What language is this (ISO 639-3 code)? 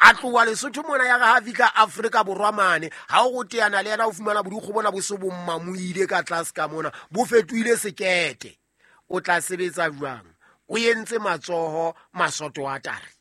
sot